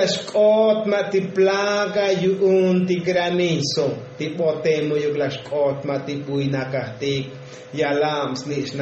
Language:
Tzotzil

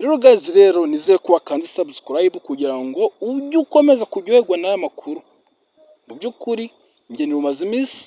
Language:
Kinyarwanda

